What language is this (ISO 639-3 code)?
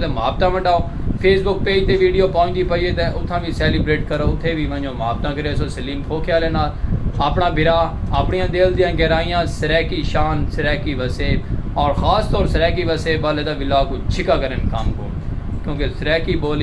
skr